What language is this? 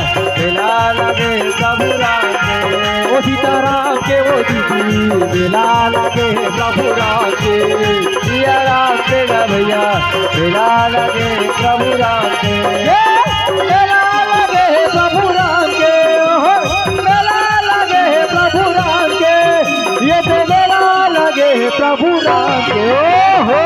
Chhattisgarhi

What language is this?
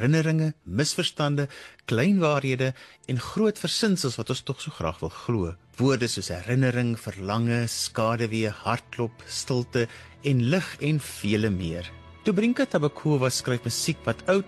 Afrikaans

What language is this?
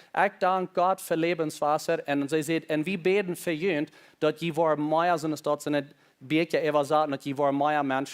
Plautdietsch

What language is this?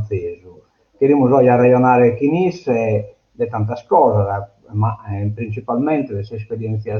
Sardinian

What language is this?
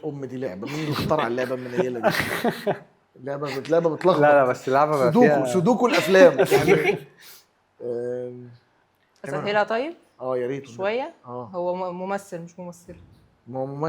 Egyptian Arabic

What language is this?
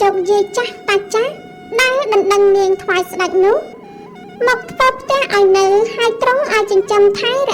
Khmer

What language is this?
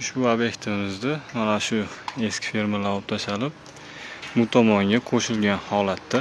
Uzbek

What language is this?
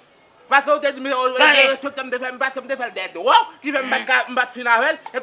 Haitian Creole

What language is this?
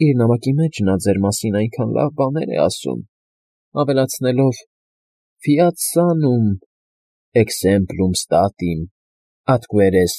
Armenian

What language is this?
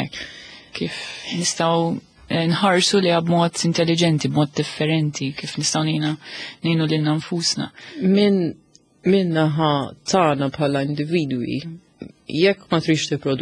Maltese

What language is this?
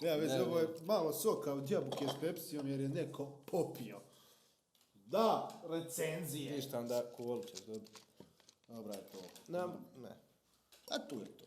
Bosnian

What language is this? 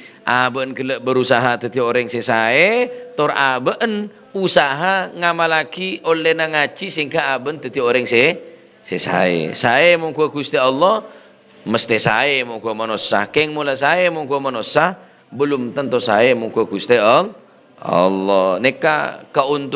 Madurese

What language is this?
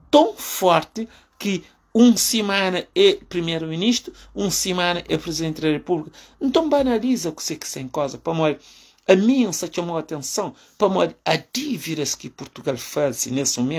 Kabuverdianu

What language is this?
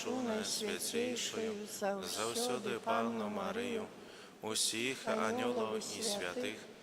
Belarusian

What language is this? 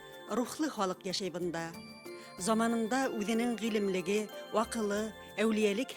Bashkir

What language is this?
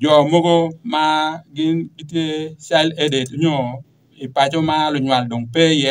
Acoli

